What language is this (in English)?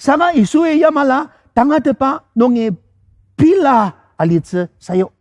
Ao Naga